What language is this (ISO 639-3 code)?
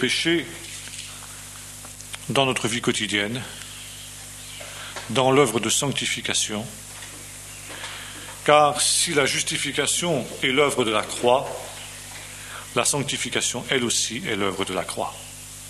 fra